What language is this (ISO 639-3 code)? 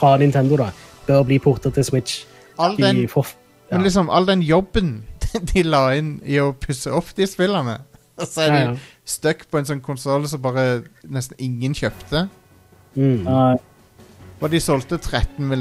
nor